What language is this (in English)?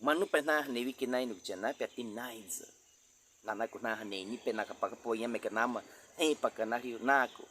Baniwa